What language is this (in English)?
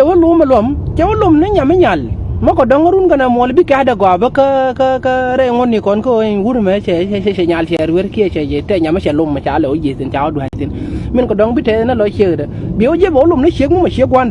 Nuer